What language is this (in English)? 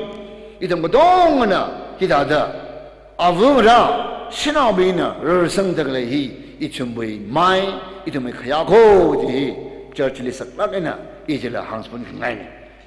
Tangkhul Naga (India)